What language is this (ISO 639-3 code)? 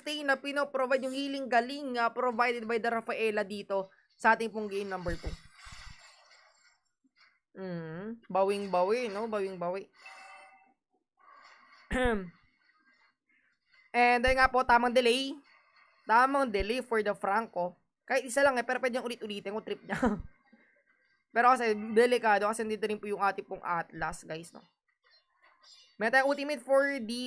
fil